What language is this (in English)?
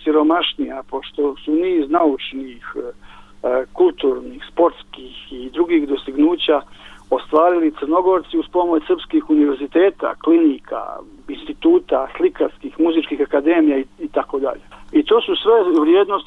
Bosnian